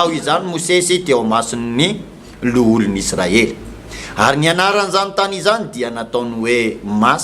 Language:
Malagasy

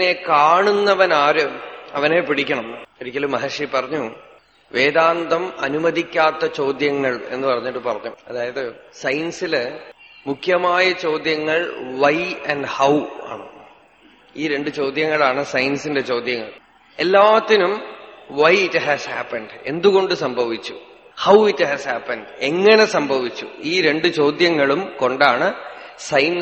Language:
Malayalam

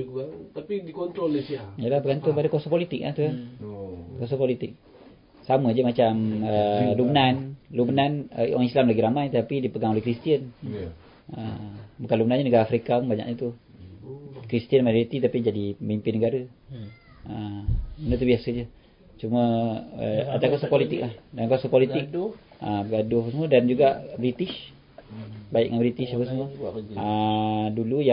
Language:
Malay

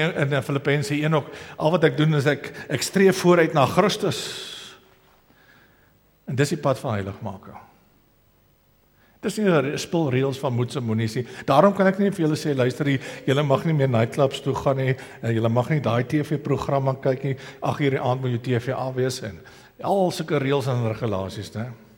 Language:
Afrikaans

